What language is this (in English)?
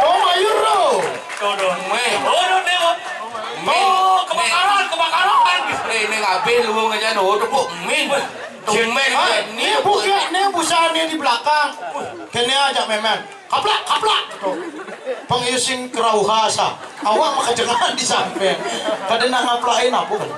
Balinese